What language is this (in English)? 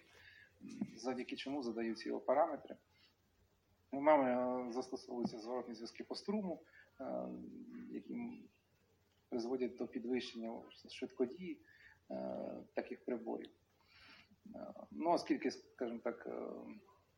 Ukrainian